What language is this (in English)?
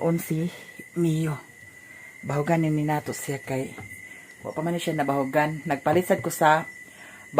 Cebuano